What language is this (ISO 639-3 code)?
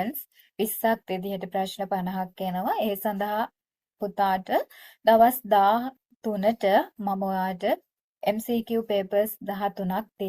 sin